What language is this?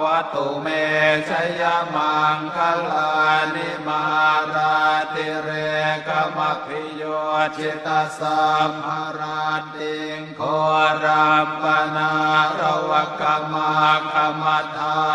Pali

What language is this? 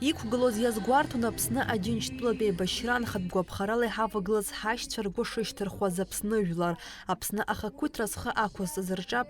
Abkhazian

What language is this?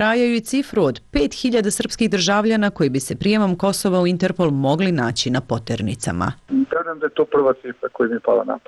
Serbian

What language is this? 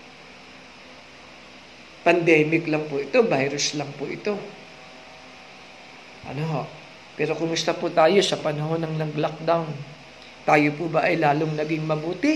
Filipino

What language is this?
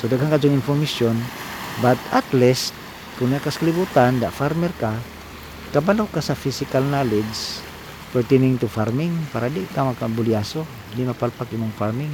Cebuano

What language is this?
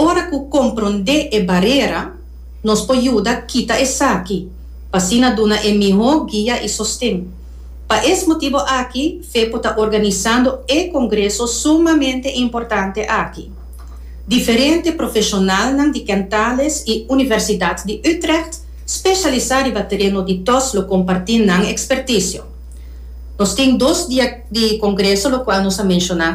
Papiamento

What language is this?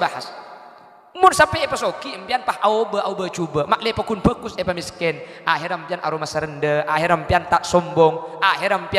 Madurese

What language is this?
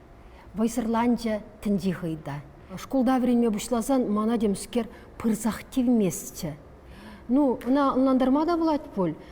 Chuvash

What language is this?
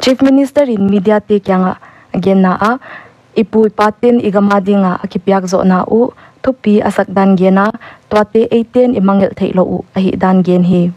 Paite Chin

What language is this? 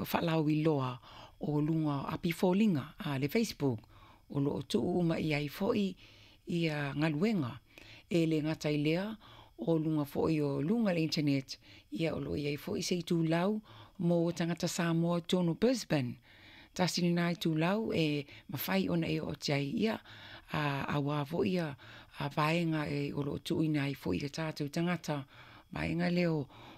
Samoan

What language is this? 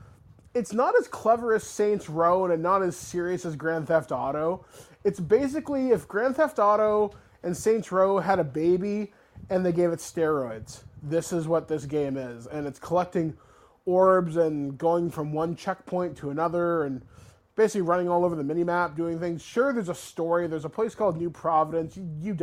English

